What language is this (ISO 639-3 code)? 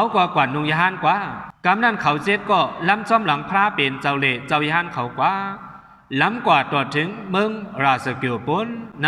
shn